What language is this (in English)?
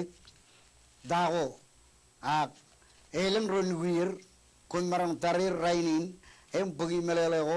Marshallese